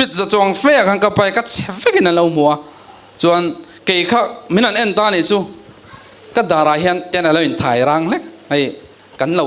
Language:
Mizo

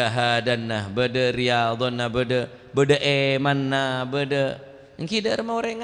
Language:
Madurese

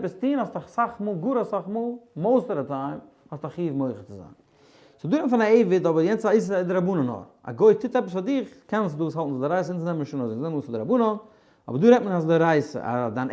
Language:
Yiddish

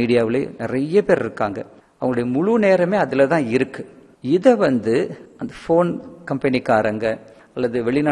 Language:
Tamil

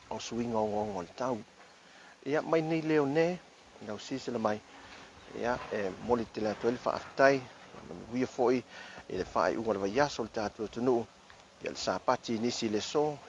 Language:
Samoan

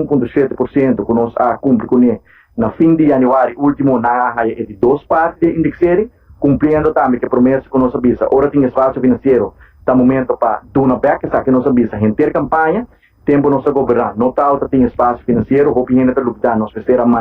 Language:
Papiamento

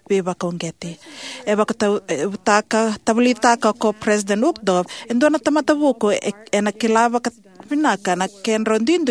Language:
Fijian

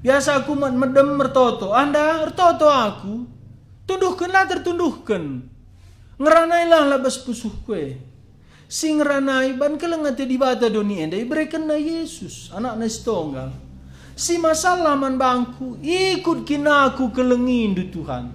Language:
Batak Karo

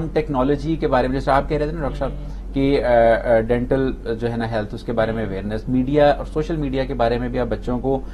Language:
Urdu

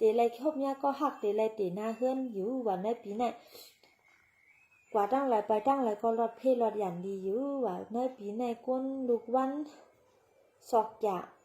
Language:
Shan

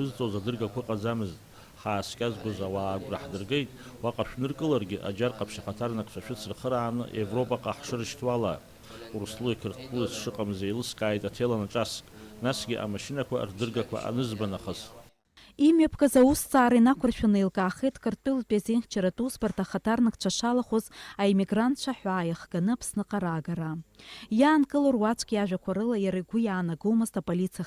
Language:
Abkhazian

